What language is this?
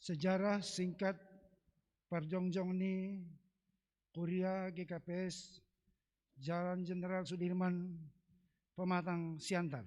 Batak Simalungun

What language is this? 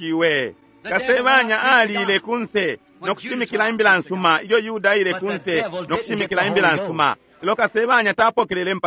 Bemba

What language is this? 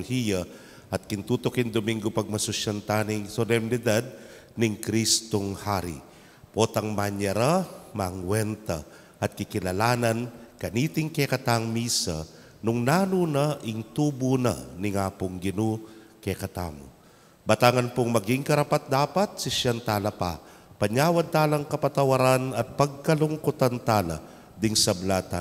Pampanga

